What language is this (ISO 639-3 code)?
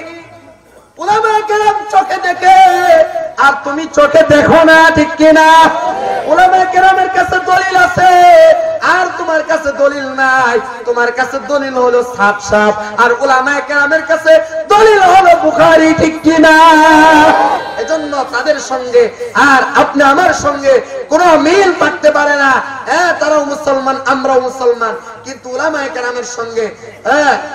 ben